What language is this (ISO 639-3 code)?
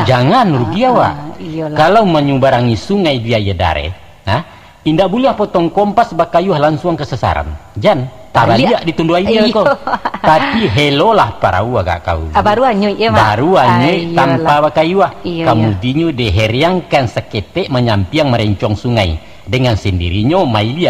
min